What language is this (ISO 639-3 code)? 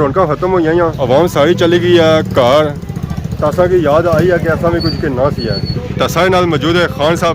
phr